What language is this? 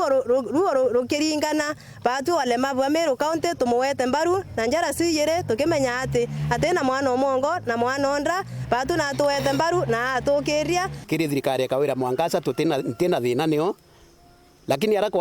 Meru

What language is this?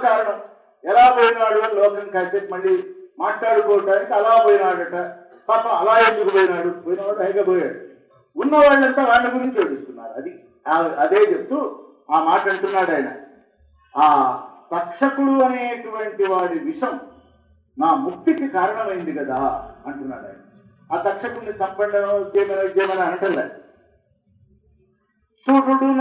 Telugu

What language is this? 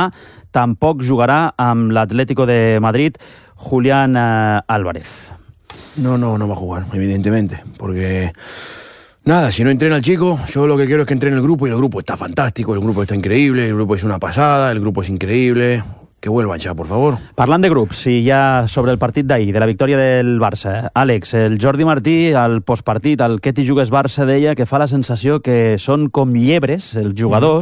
Catalan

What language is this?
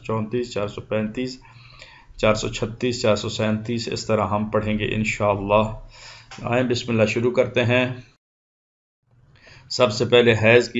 Urdu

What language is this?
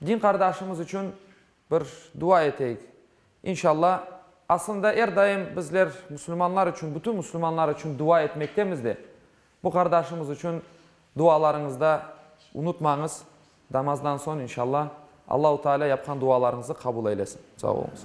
Crimean Tatar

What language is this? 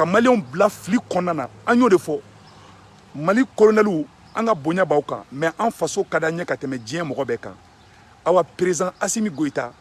Bambara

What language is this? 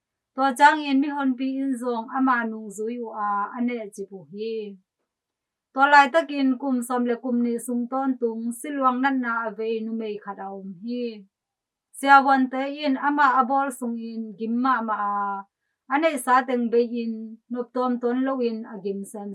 Tedim Chin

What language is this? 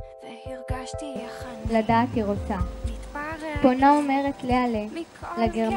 Hebrew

